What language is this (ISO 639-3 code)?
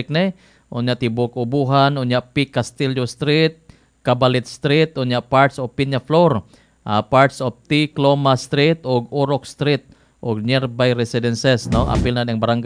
ceb